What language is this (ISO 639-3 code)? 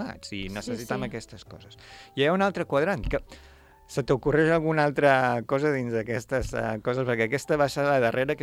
cat